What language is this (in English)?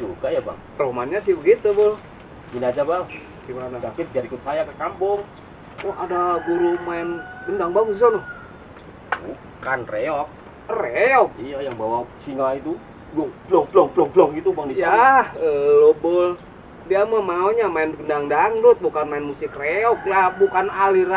Betawi